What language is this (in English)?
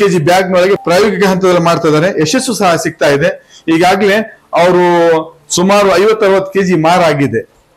Kannada